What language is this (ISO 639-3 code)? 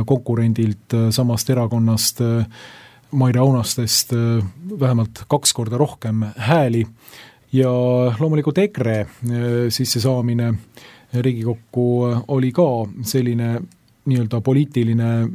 est